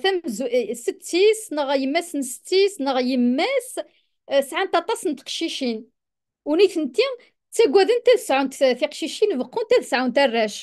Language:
Kabyle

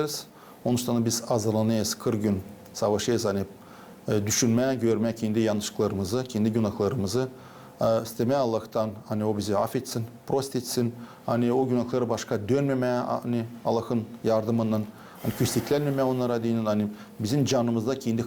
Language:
Gagauz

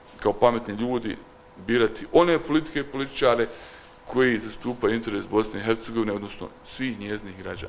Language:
Bosnian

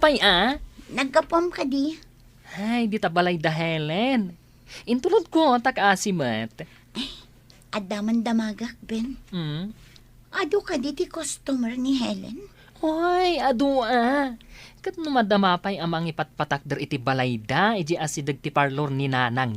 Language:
Iloko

